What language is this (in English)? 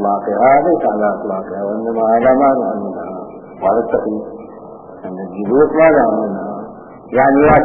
Arabic